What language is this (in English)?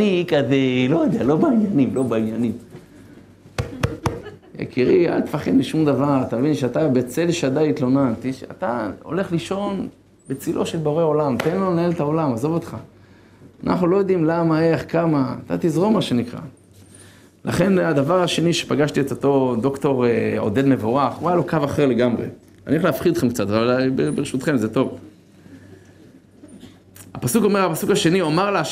Hebrew